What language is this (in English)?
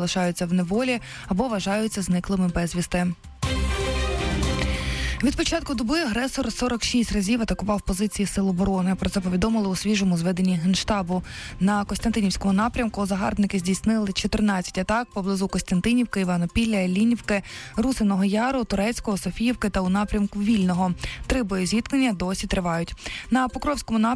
Ukrainian